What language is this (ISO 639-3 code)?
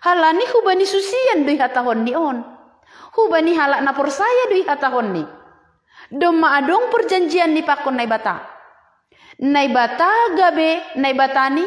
bts